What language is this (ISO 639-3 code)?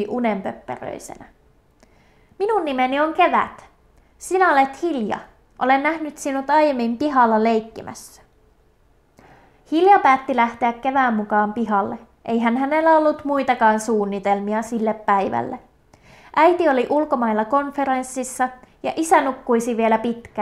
fin